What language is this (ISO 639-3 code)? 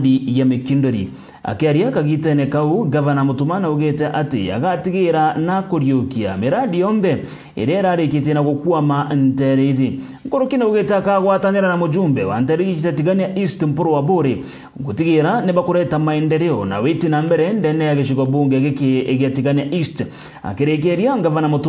mer